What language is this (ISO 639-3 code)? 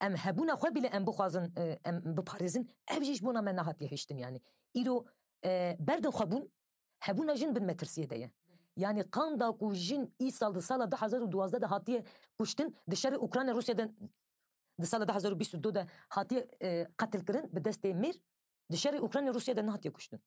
kur